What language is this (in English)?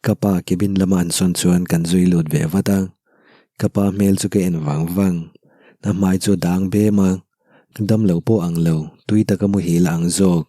Mizo